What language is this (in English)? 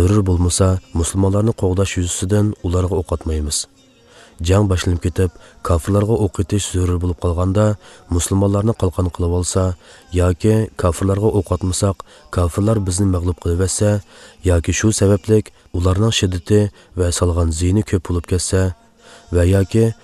Uyghur